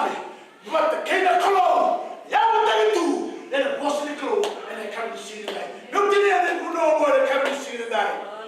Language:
Fijian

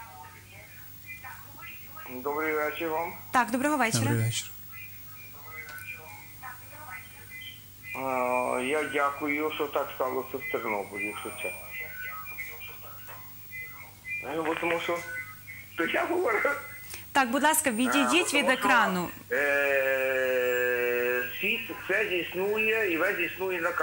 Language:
Ukrainian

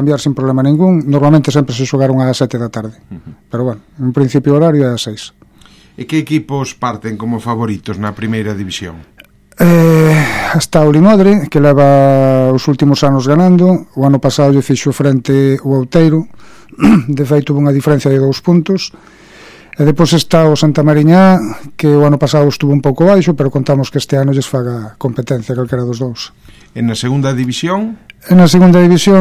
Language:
Galician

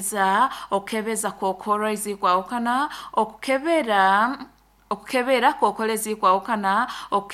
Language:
Nyoro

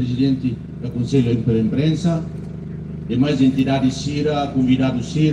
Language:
Tetum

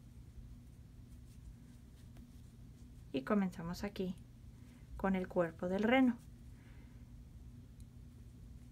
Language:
Spanish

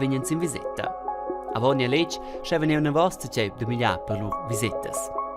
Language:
Romansh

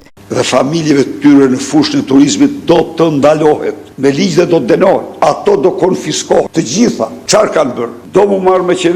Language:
Albanian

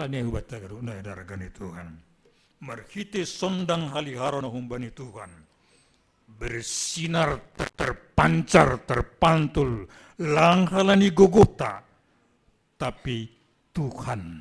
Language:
Batak Simalungun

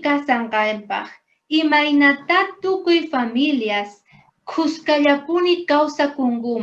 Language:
South Bolivian Quechua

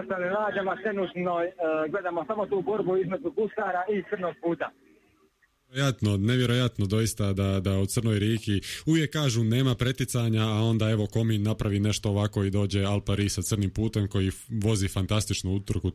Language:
Croatian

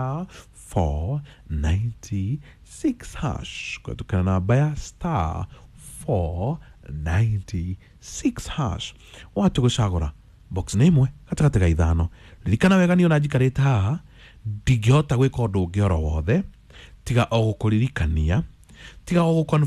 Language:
Kikuyu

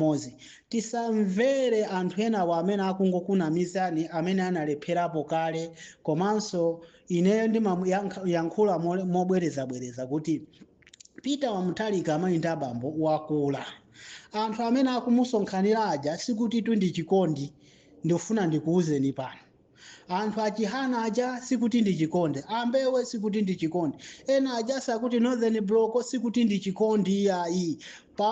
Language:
Nyanja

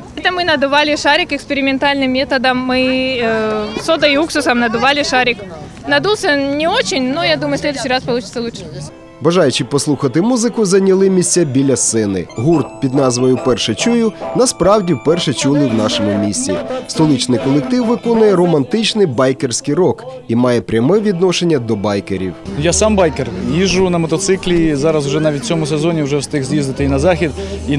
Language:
Ukrainian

